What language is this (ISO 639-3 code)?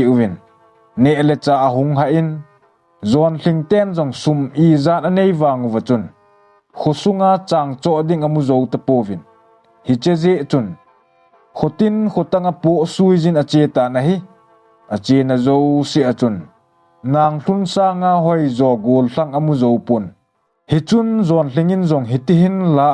tcz